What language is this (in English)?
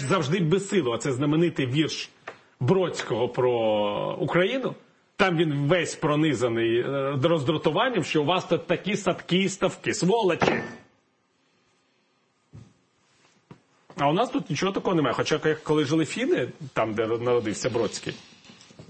Ukrainian